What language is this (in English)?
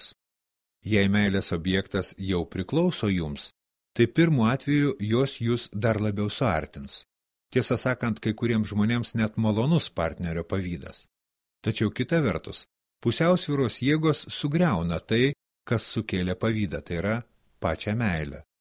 Lithuanian